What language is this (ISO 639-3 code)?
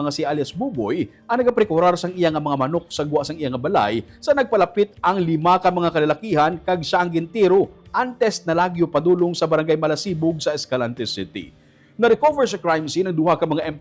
hil